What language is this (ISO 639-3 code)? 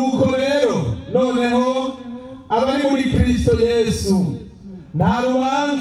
run